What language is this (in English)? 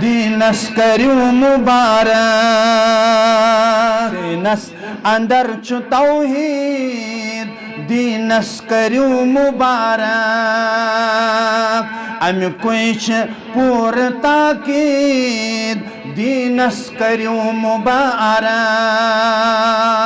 Kashmiri